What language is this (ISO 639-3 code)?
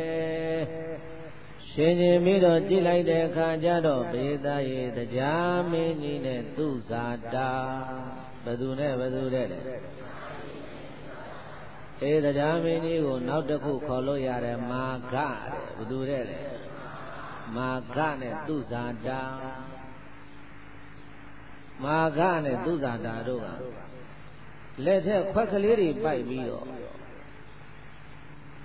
mya